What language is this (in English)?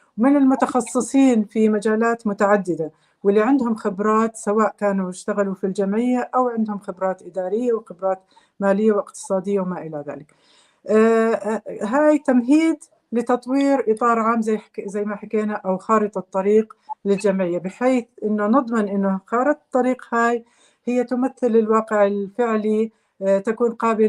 North Levantine Arabic